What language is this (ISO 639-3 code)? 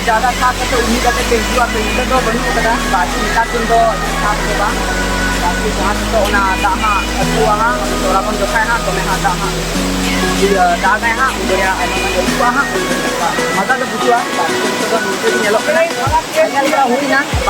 sat